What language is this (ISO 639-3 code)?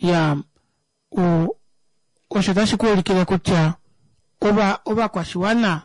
kua